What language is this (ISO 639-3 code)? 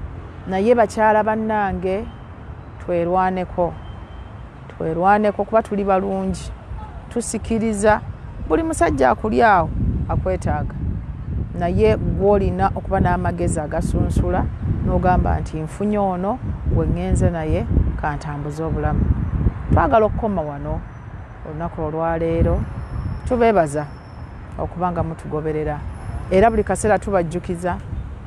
lug